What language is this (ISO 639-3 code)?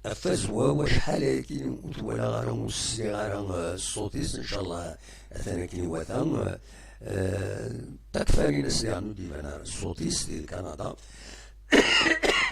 kab